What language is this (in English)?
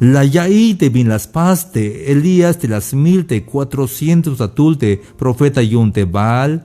Tzeltal